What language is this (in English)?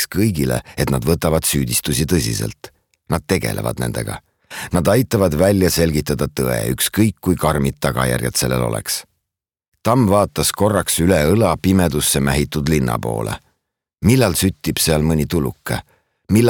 Estonian